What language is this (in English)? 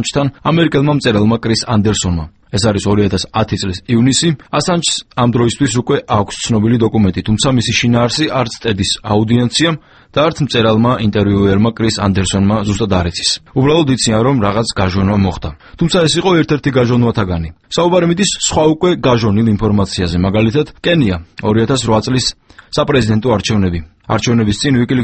Georgian